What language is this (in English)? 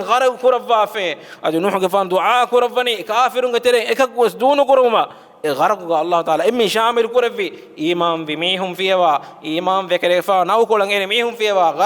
Divehi